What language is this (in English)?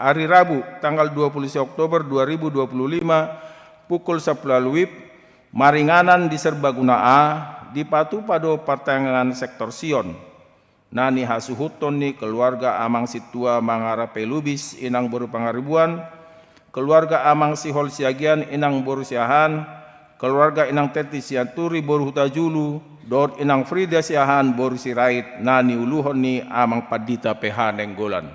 Batak Toba